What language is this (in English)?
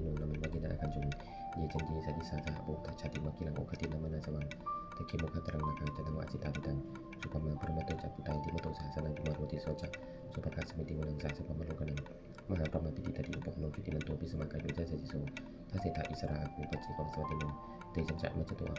Pali